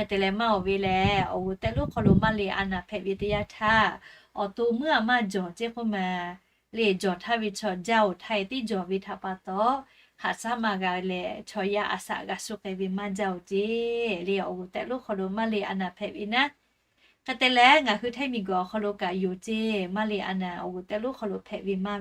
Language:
Lahu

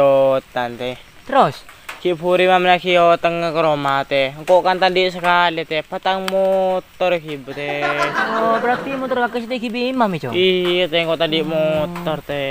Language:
Madurese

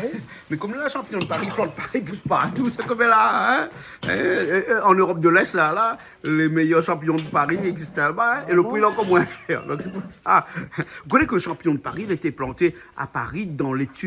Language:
Réunion Creole French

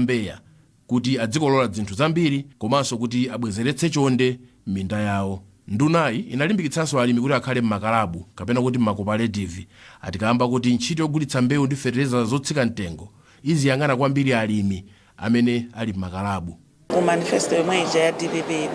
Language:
Nyanja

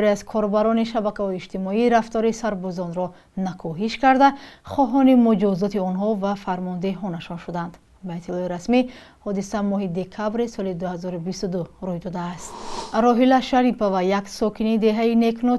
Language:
Tajik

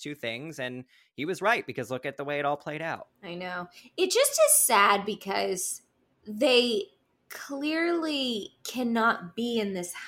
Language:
English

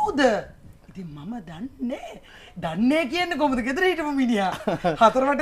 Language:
Sinhala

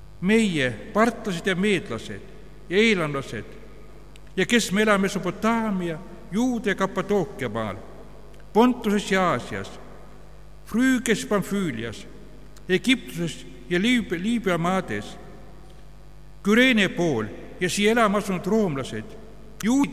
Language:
Estonian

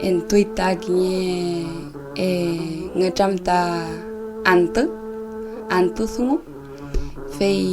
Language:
Mapuche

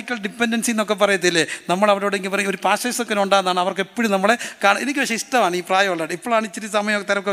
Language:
Malayalam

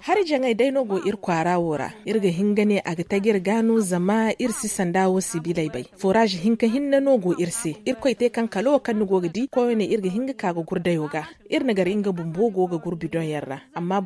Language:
Zarma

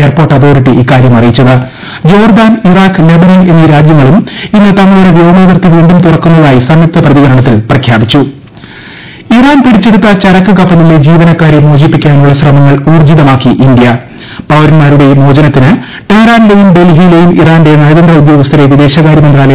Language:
Malayalam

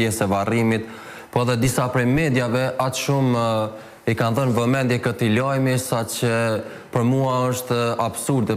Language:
Albanian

